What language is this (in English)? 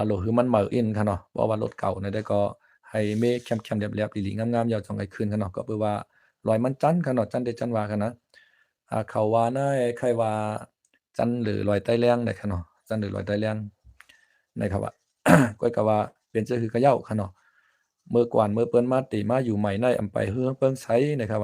Shan